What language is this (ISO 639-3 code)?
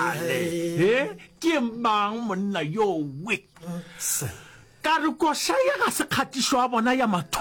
nso